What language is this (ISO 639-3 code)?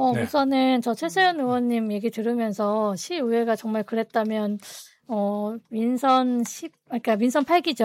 kor